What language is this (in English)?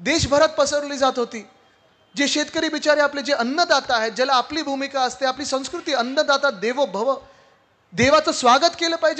Marathi